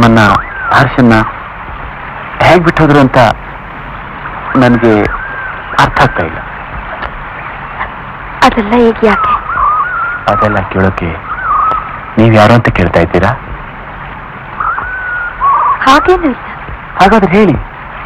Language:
Kannada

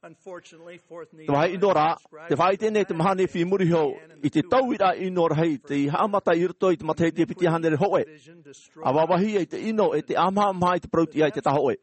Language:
Tahitian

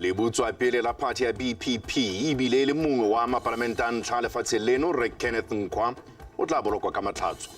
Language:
Tswana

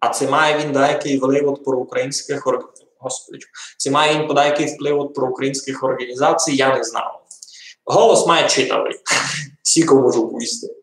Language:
Rusyn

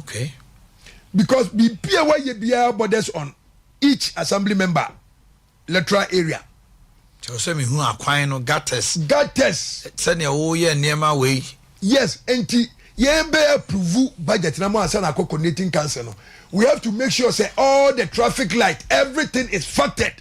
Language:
Akan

